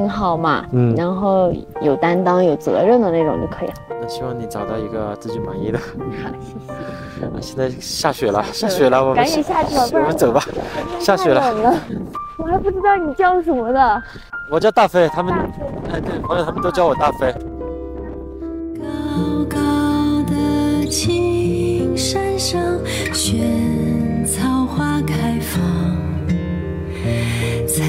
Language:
Chinese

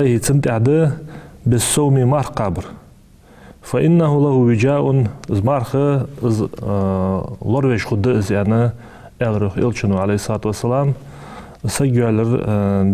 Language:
Ingush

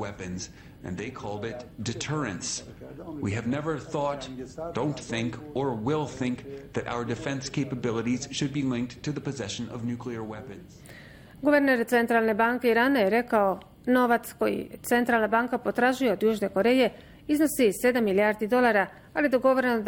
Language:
Bosnian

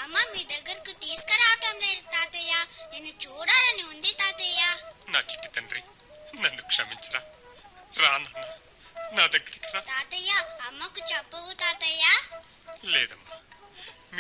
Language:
Telugu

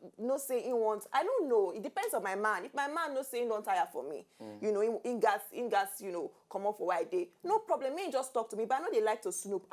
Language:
Nigerian Pidgin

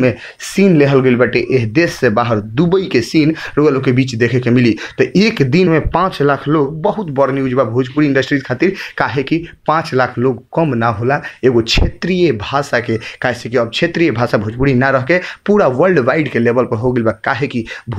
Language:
Bhojpuri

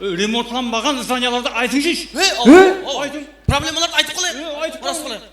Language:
Kara-Kalpak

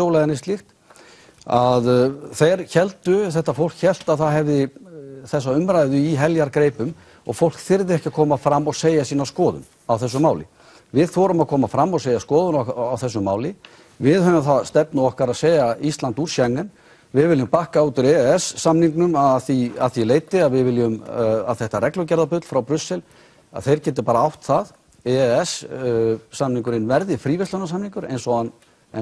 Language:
Icelandic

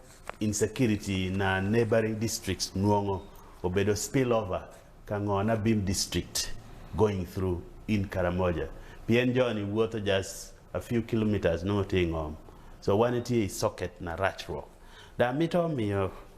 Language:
Acoli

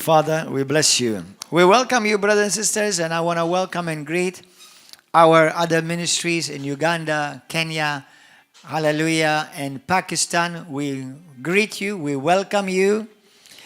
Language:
English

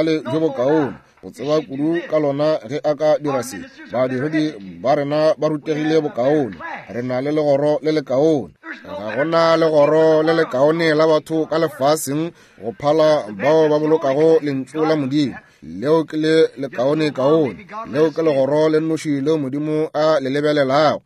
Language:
Northern Sotho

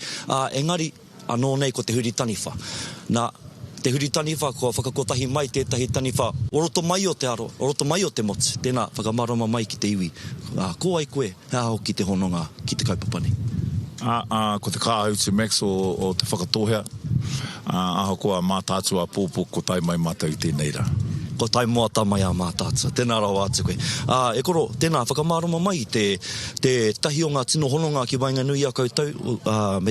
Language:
Māori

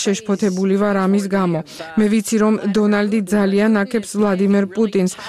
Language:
Georgian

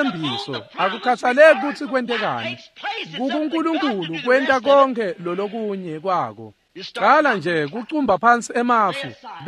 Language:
Swati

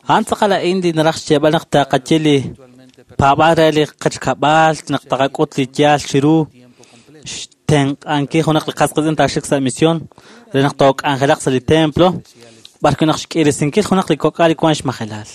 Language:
Kekchí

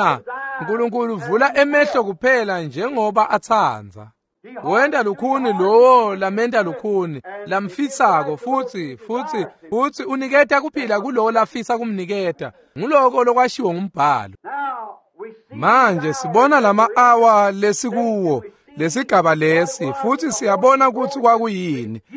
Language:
Swati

